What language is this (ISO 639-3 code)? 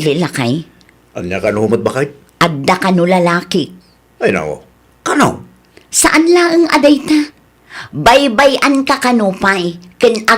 ilo